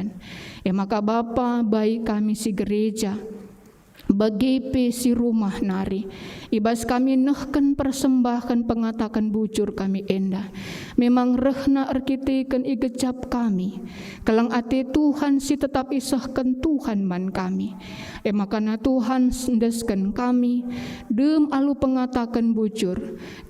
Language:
Batak Karo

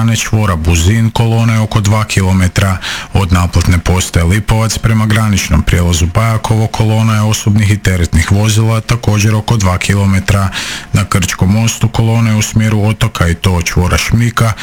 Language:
Croatian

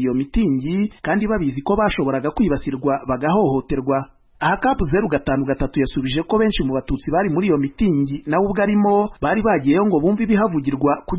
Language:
Kinyarwanda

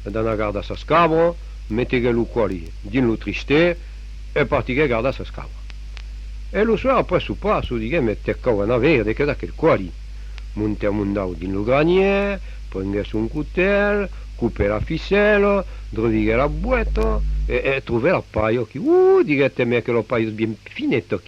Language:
Occitan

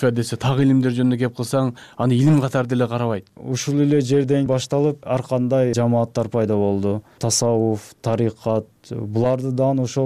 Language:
Kyrgyz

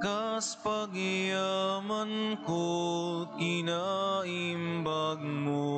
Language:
Iloko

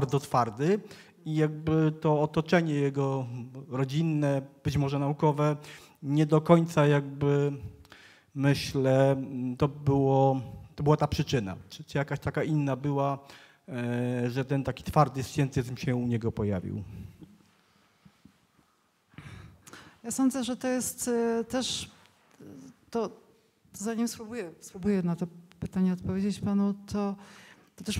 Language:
Polish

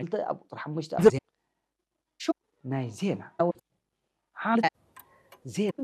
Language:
Tigre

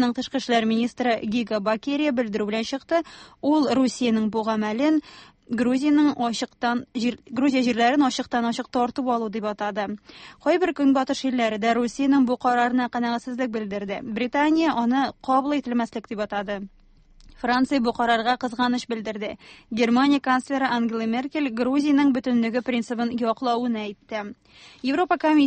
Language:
Tatar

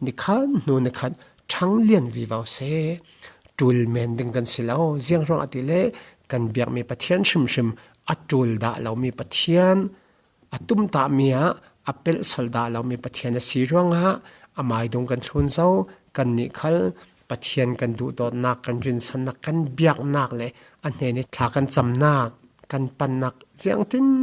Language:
Falam Chin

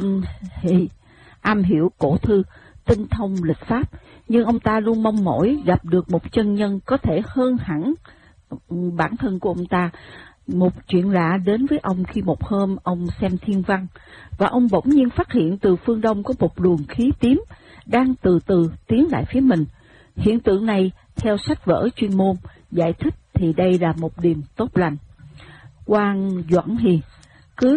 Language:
Vietnamese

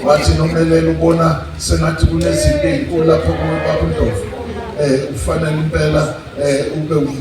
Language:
Zulu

